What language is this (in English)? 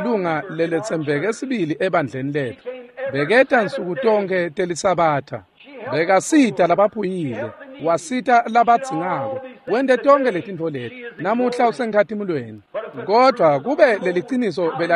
Swati